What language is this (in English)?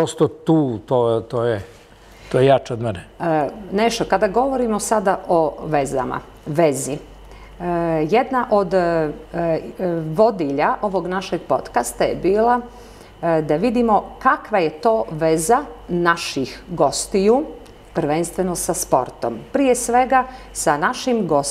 Serbian